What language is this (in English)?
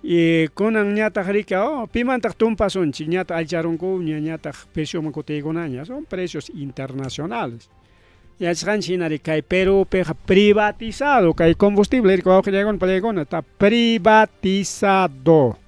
Ayacucho Quechua